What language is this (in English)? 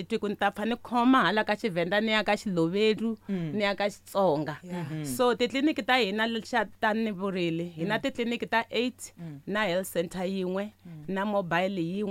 Tsonga